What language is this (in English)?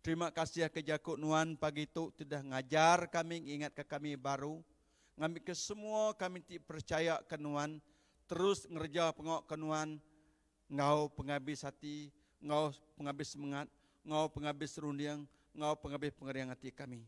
Iban